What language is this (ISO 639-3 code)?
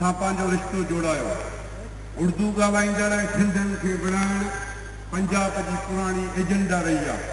snd